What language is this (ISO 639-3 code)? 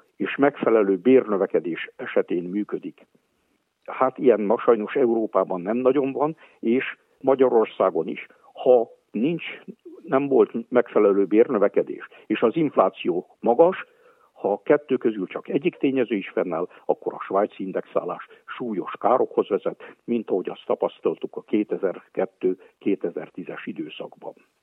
hun